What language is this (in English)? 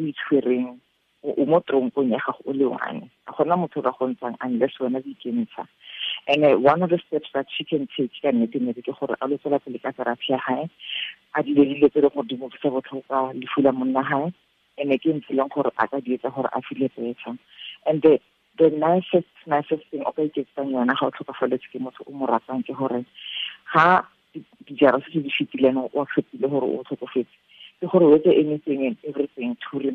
Tswana